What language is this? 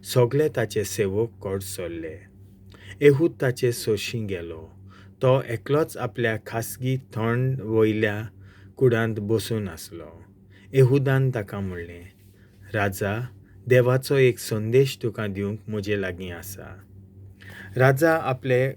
Konkani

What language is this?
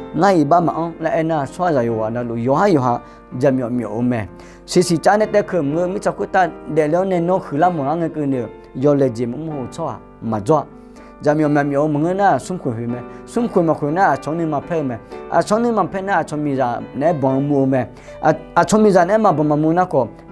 Akha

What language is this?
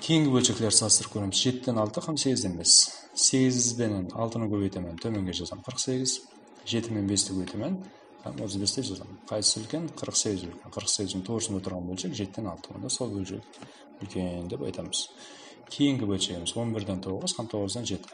Kara-Kalpak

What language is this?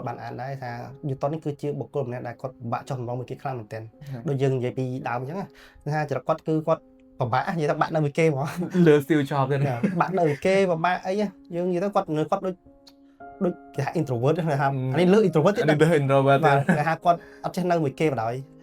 Khmer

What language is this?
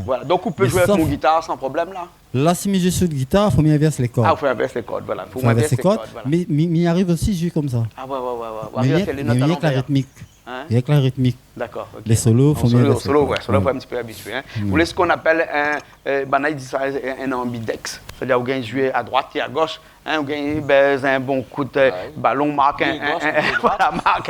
Réunion Creole French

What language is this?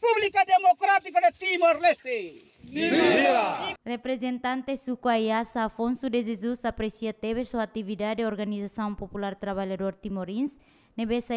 Tetum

